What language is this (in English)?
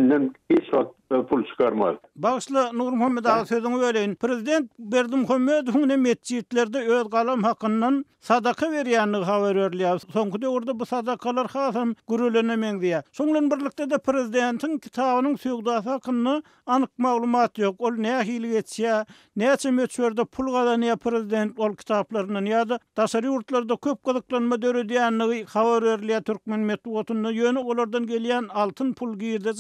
Turkmen